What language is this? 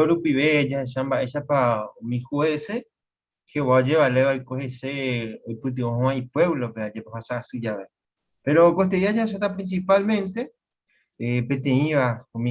Guarani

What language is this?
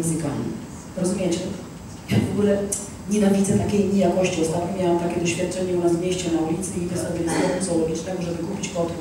Polish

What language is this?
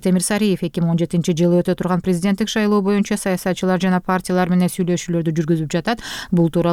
Kyrgyz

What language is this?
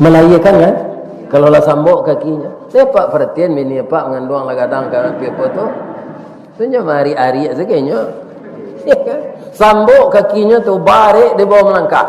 Minangkabau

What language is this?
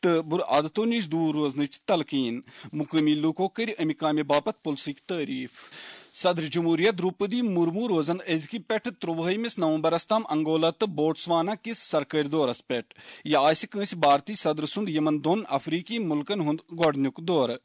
Kashmiri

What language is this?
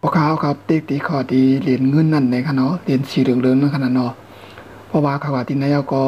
Shan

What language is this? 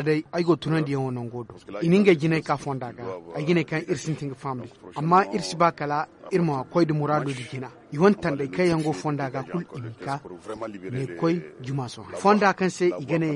Zarma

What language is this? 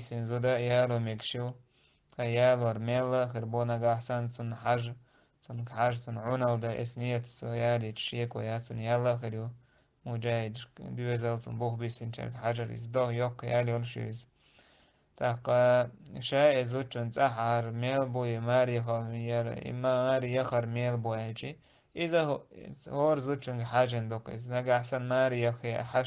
Chechen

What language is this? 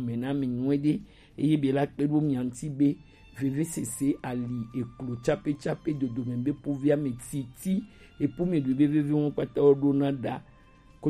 Gen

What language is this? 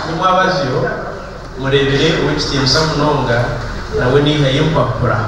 Nyankole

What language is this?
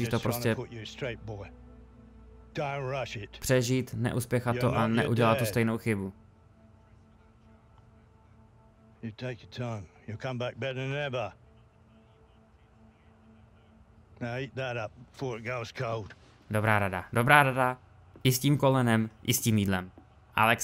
Czech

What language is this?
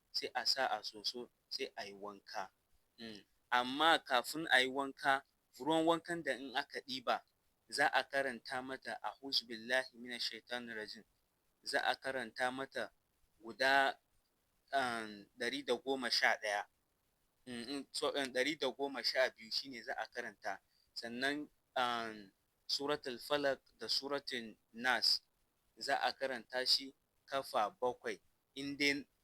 Hausa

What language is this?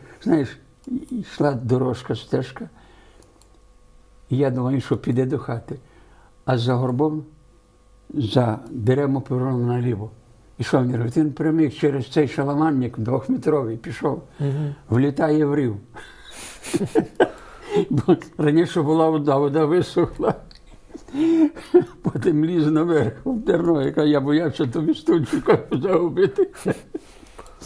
Ukrainian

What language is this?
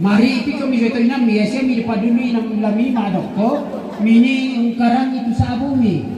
Toraja-Sa'dan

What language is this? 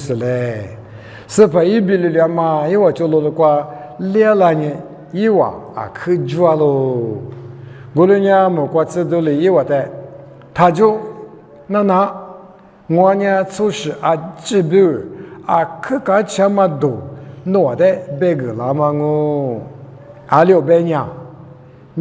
Lisu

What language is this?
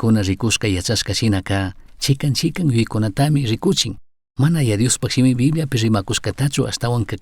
Chimborazo Highland Quichua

